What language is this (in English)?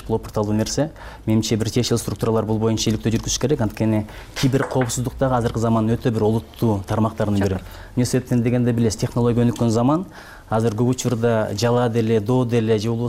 Kyrgyz